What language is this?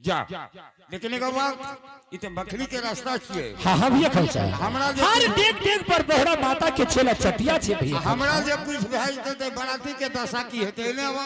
Angika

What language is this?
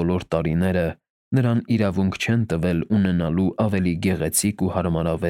Armenian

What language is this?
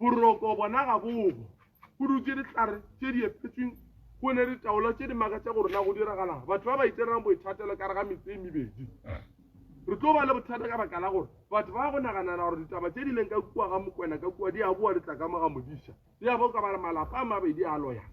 Northern Sotho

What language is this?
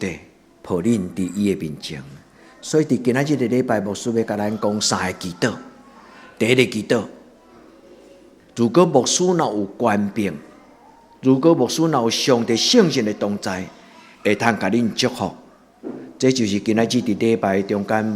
Min Nan Chinese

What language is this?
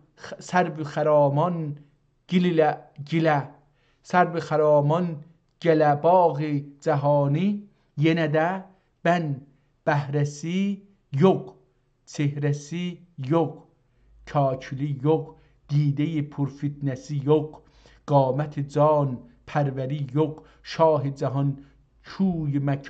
South Azerbaijani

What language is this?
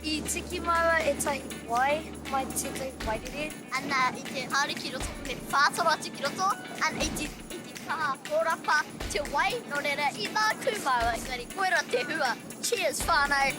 Māori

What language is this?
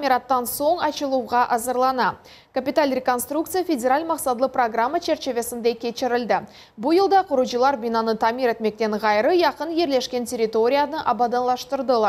Crimean Tatar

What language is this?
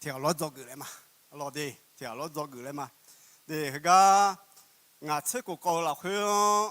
Akha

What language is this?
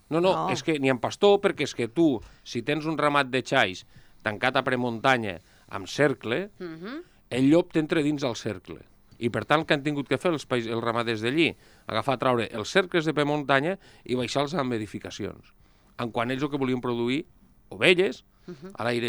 Catalan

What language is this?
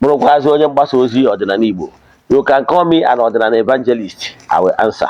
Igbo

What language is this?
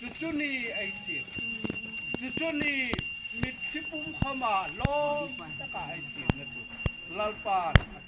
Hmar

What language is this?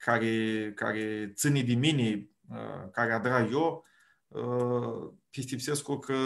Aromanian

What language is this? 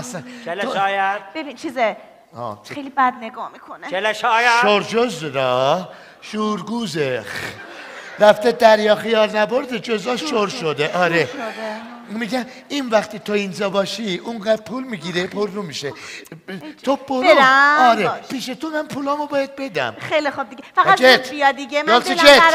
South Azerbaijani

